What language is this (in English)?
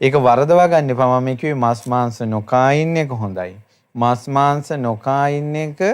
Sinhala